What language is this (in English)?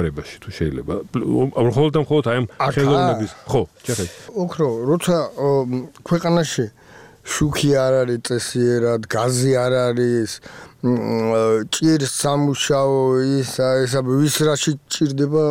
Georgian